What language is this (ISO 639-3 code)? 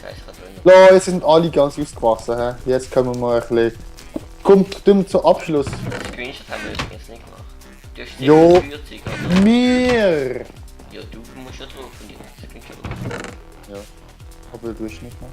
gsw